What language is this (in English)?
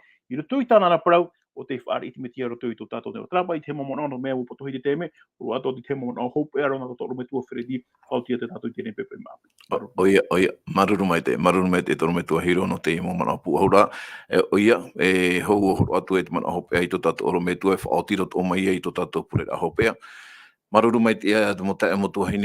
Tahitian